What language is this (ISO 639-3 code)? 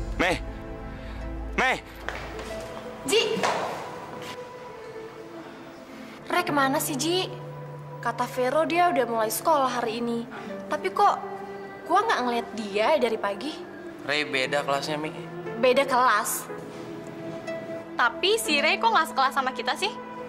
ind